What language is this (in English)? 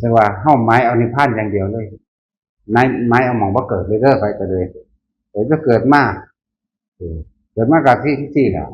Northeastern Thai